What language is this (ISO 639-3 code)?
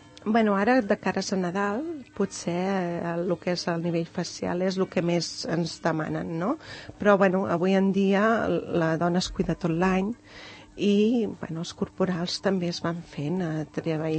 cat